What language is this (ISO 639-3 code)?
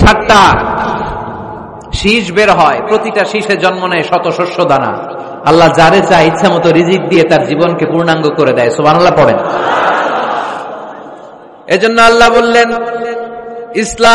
ben